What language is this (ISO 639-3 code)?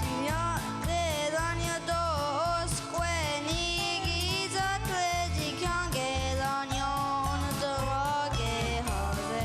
moh